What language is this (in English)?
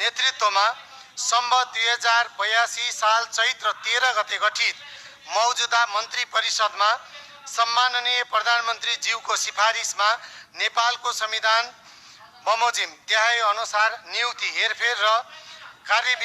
Nepali